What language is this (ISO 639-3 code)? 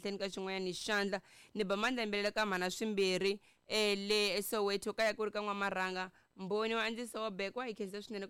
tso